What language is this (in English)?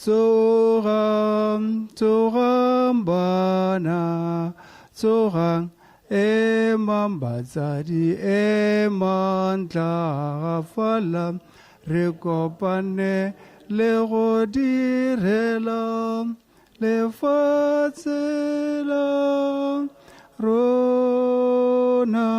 Tswana